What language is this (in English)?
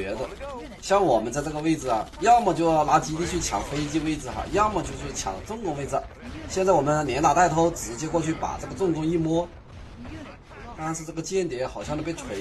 Chinese